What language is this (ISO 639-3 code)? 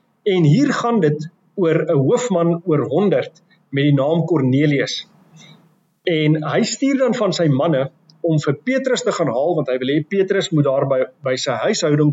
afr